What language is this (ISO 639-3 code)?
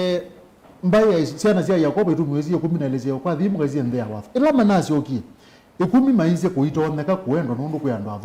kam